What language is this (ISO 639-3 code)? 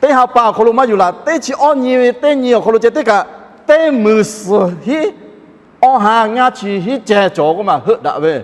lhu